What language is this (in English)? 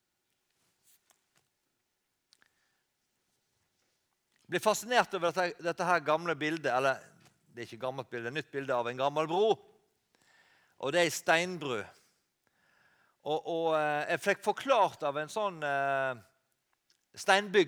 Norwegian